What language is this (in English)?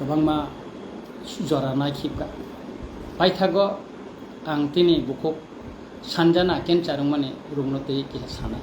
Kok Borok